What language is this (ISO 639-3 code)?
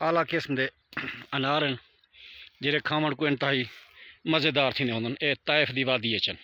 skr